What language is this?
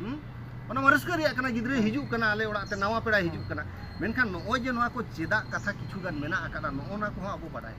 Santali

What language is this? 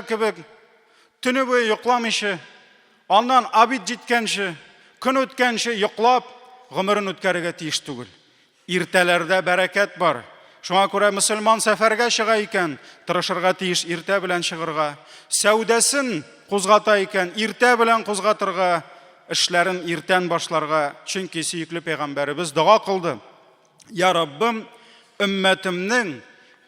Tatar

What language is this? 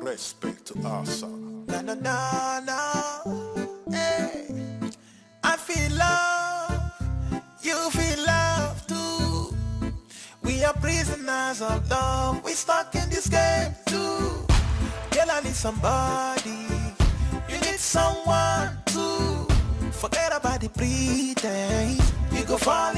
Nigerian Pidgin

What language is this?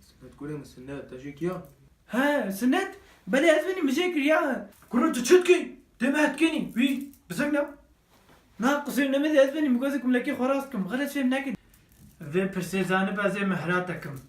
Kurdish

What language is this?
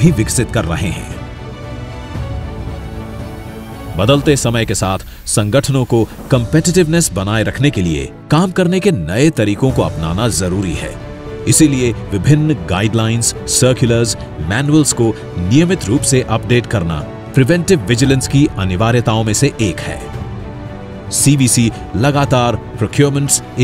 Hindi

